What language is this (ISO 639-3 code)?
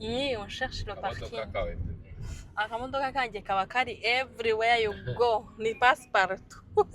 kin